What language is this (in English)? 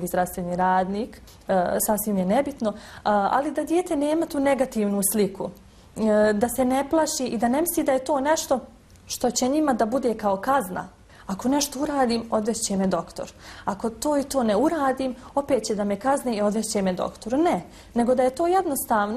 Bosnian